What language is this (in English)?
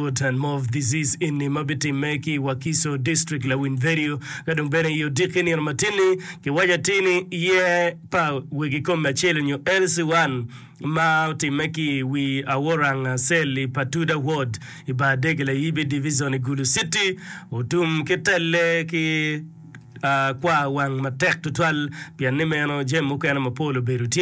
Acoli